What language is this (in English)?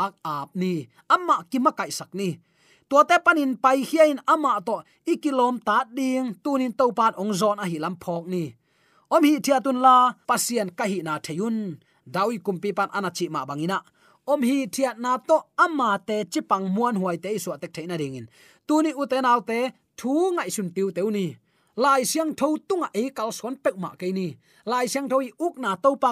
Tedim Chin